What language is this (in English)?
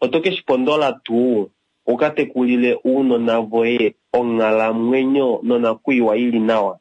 Kuanyama